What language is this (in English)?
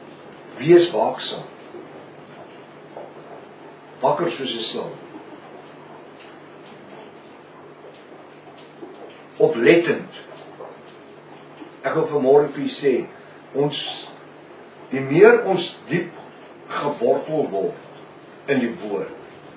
Afrikaans